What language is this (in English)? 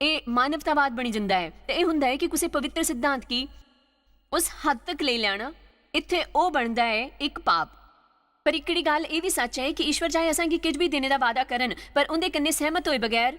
Dogri